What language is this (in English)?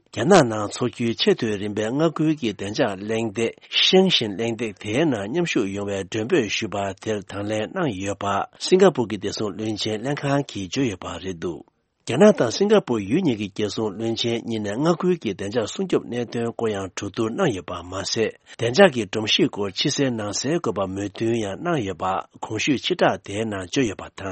Tibetan